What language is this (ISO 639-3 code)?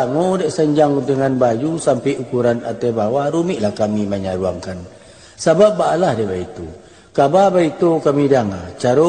min